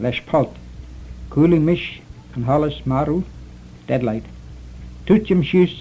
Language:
Manx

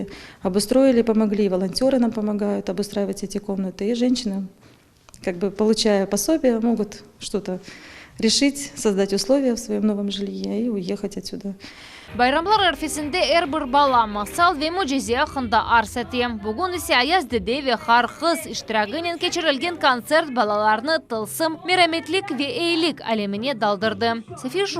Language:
Crimean Tatar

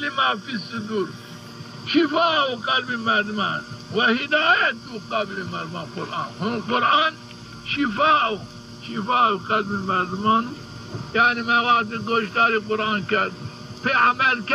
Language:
Zaza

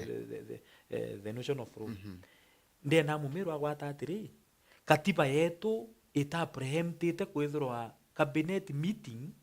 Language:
Meru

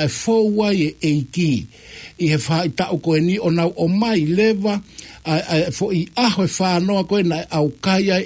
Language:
Tongan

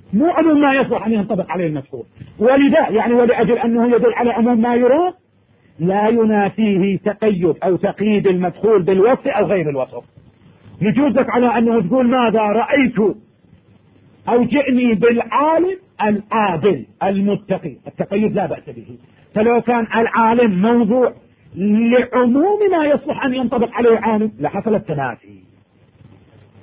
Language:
Arabic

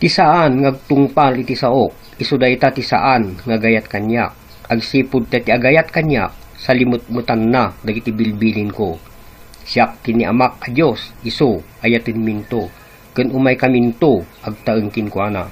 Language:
Iloko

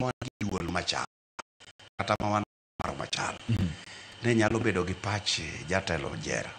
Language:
Luo (Kenya and Tanzania)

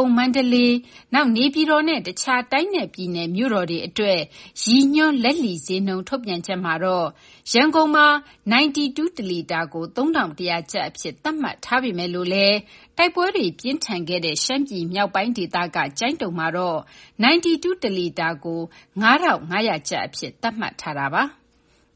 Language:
Burmese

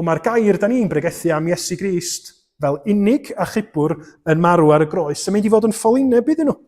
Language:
Welsh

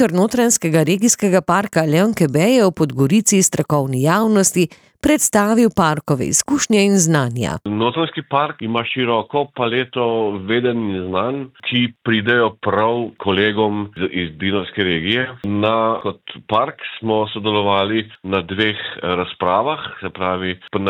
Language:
Slovenian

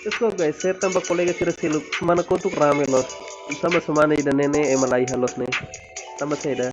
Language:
Tetum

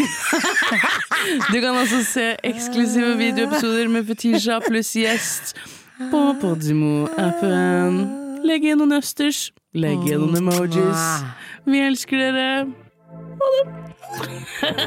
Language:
Norwegian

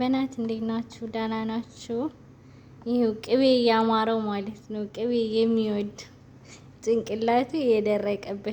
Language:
Amharic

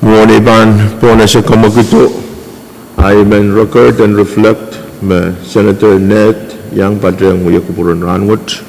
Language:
Pohnpeian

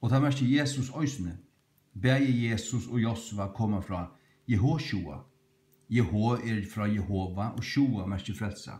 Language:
Faroese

